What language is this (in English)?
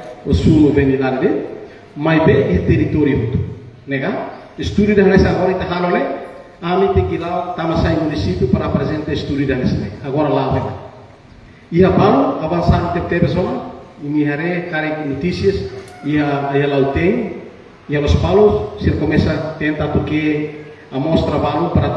Tetum